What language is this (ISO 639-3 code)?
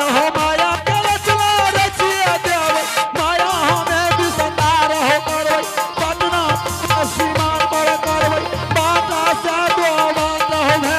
anp